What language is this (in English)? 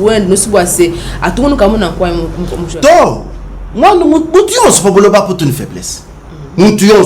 Luba-Lulua